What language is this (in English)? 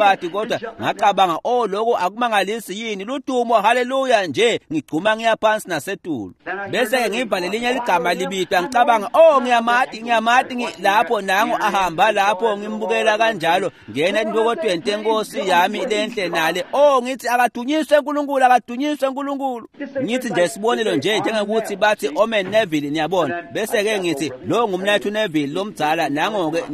Swati